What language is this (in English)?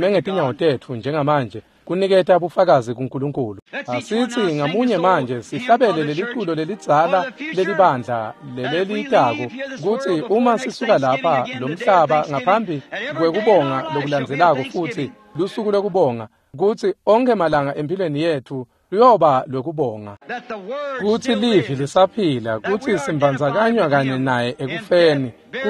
Swati